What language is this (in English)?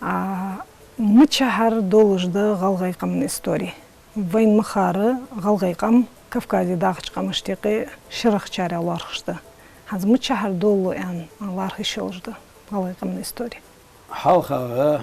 Ingush